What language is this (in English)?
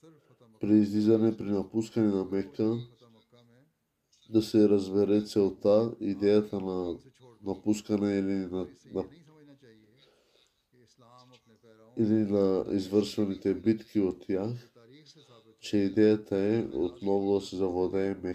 Bulgarian